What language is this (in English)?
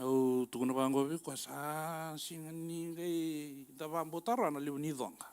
Fijian